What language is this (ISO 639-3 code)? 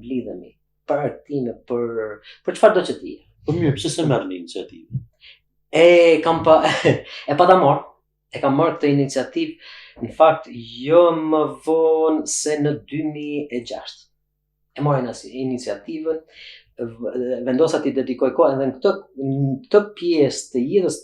sqi